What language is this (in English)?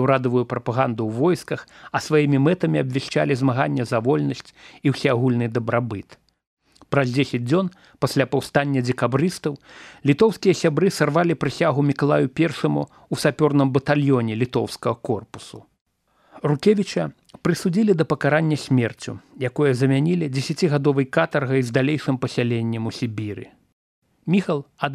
Belarusian